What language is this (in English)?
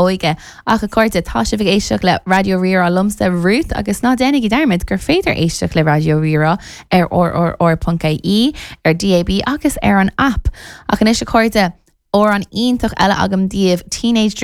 Irish